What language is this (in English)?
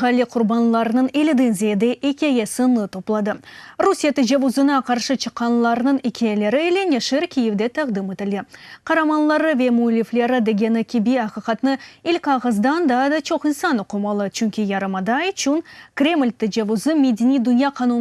Crimean Tatar